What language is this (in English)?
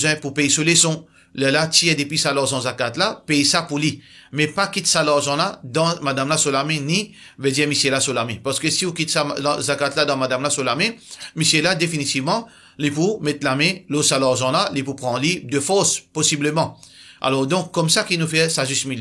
Morisyen